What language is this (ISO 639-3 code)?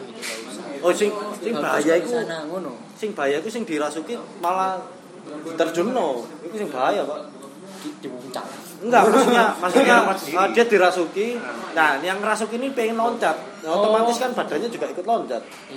ind